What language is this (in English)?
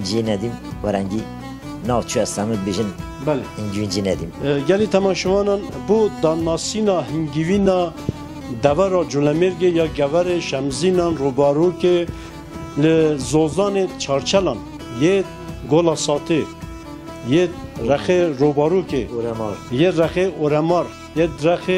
Kurdish